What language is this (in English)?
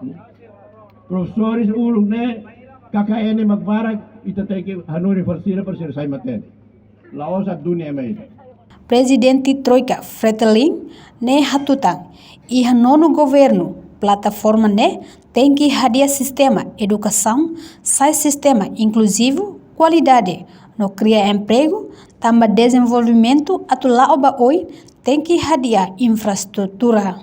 Tetum